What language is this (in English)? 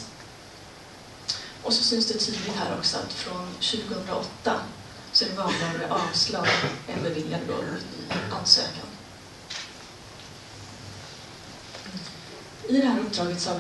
Swedish